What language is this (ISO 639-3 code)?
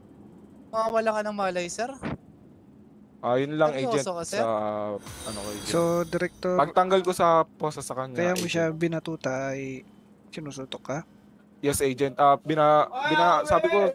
fil